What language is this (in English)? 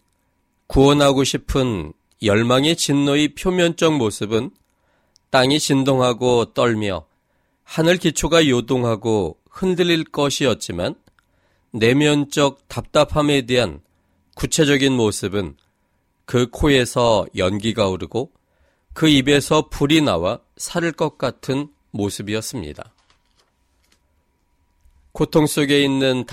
Korean